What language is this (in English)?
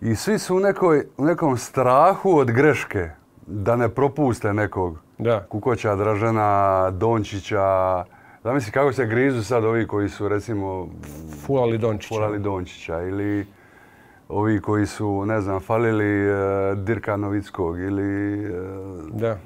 Croatian